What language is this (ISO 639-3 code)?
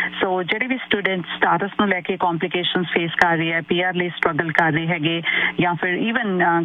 pan